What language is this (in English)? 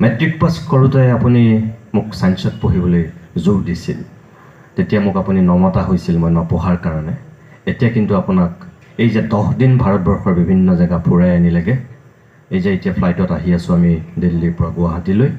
Assamese